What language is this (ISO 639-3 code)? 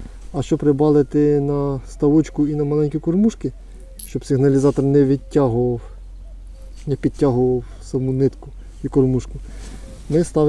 ukr